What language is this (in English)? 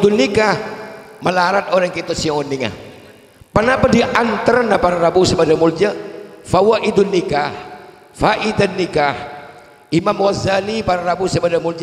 Madurese